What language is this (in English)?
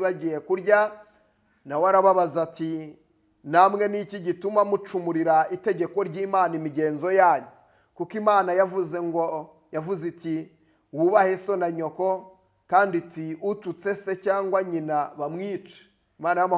Kinyarwanda